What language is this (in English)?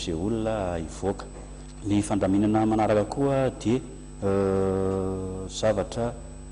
Malagasy